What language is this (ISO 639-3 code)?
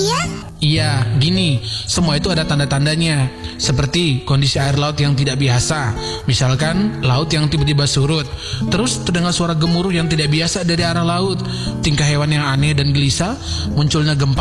ind